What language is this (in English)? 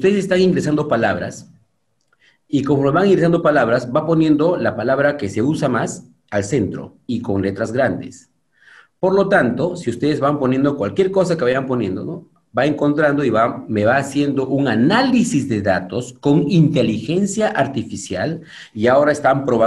Spanish